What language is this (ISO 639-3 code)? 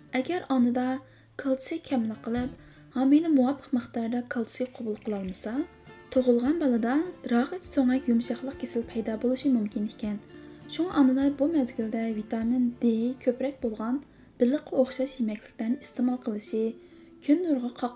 uig